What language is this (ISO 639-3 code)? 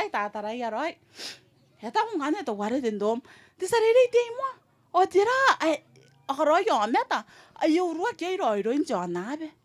gil